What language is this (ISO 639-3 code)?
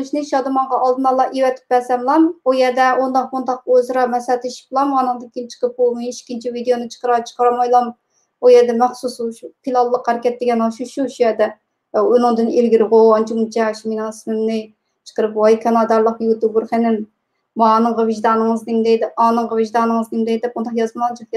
uig